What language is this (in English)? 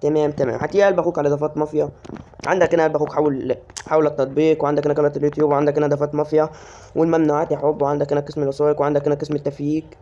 Egyptian Arabic